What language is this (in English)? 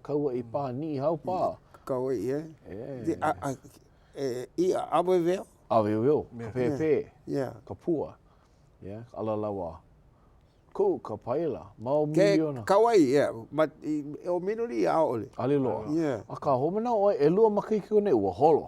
Hawaiian